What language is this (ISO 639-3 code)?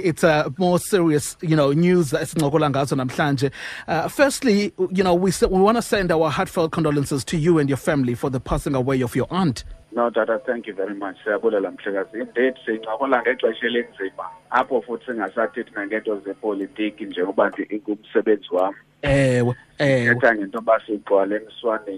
xho